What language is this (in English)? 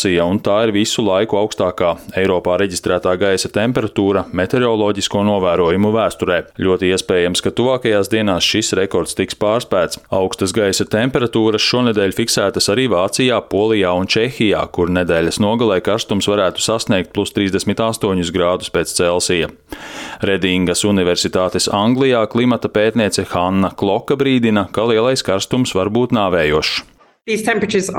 Latvian